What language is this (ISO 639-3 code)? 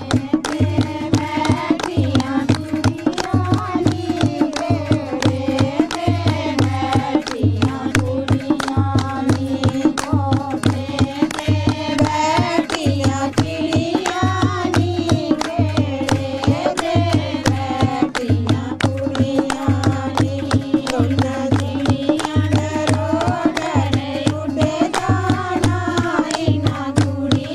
doi